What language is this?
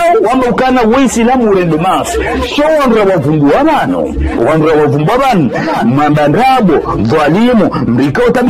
Ngazidja Comorian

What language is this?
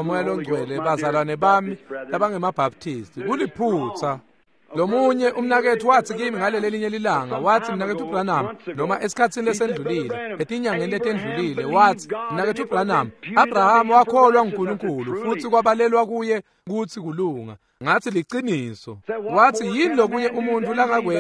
Swati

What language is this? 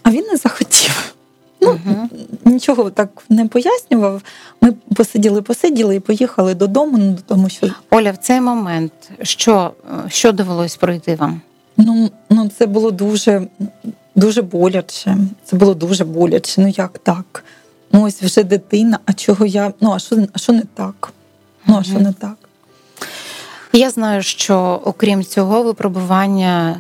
Ukrainian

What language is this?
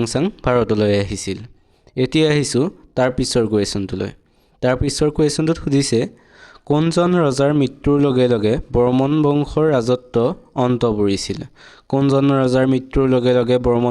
Assamese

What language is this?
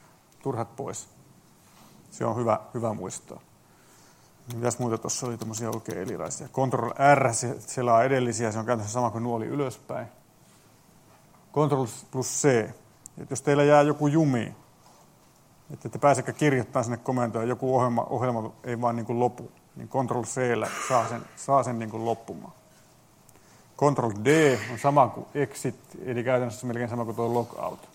Finnish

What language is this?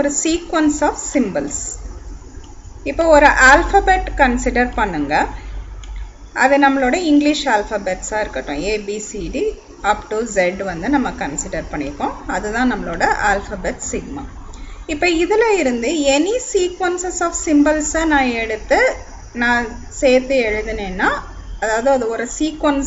Tamil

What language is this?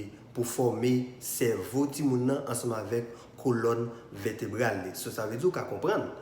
Haitian Creole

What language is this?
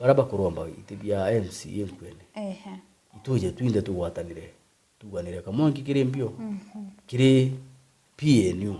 Meru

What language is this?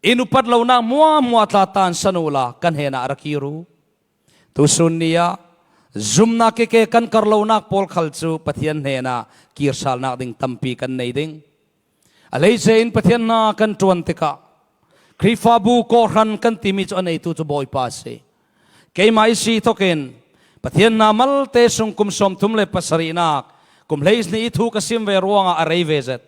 Falam Chin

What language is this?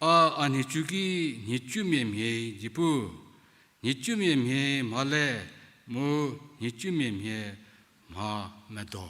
Angami Naga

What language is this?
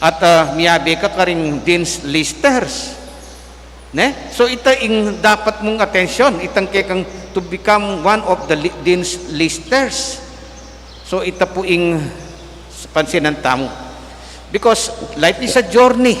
Pampanga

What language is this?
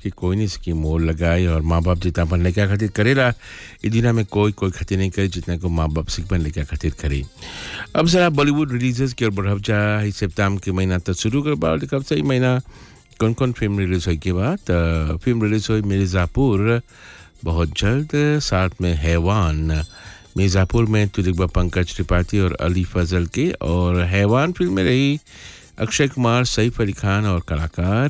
Bhojpuri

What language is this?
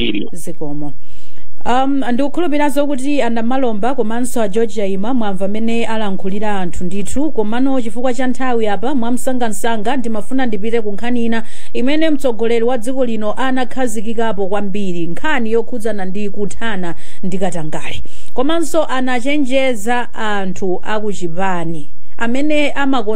Nyanja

